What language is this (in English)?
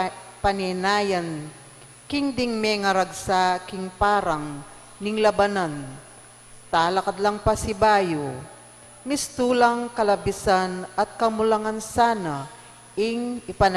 Pampanga